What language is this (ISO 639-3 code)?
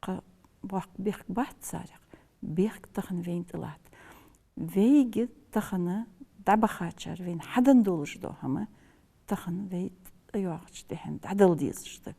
inh